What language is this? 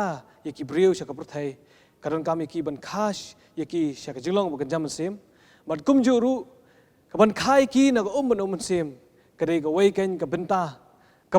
Khasi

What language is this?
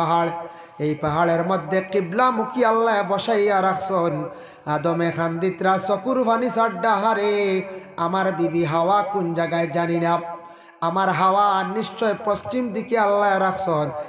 Sylheti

